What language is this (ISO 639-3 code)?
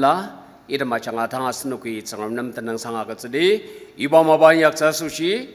njo